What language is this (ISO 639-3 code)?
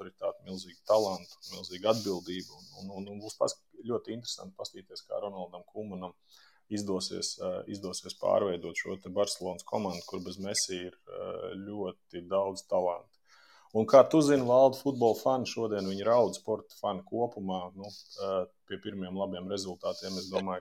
lav